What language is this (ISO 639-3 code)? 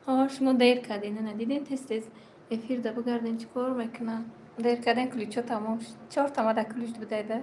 tgk